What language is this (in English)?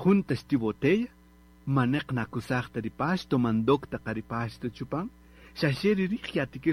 Kaqchikel